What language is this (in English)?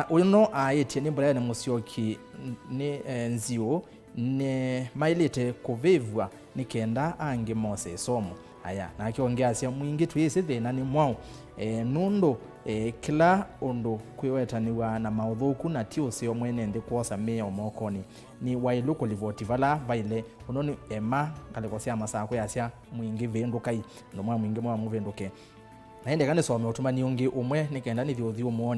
Kamba